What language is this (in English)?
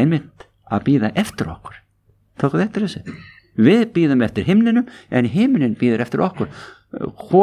Icelandic